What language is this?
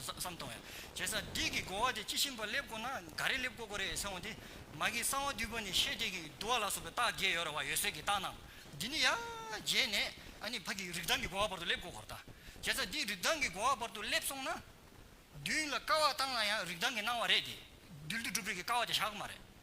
Tibetan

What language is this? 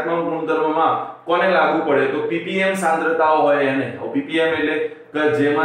Gujarati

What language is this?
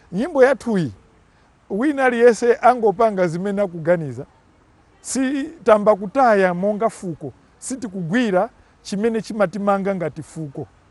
Nyanja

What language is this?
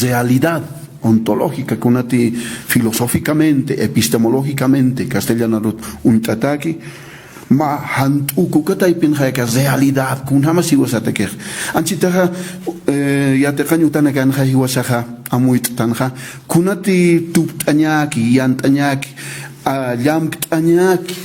Aymara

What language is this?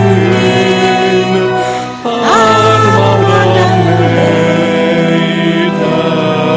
Finnish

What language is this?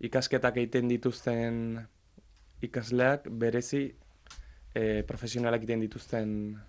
Basque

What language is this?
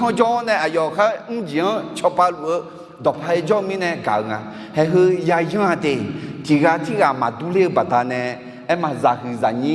Akha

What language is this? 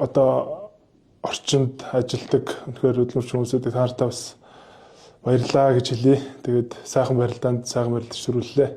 Mongolian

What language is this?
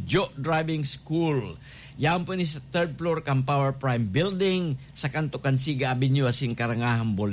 Bikol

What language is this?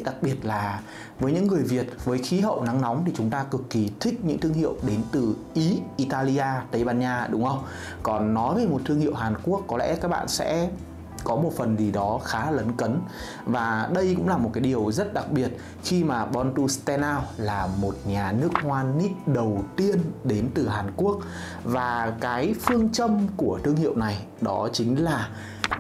Vietnamese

